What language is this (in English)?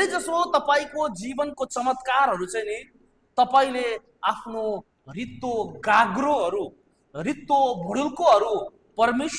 Nepali